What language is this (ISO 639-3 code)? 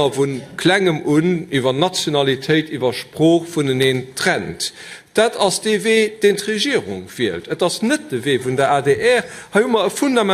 ltz